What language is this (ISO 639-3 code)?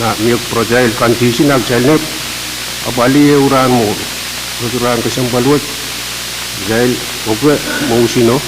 pon